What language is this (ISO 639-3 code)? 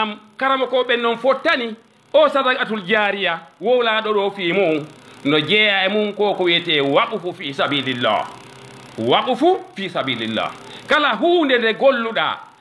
ful